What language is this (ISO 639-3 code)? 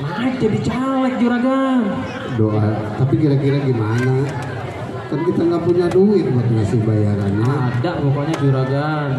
bew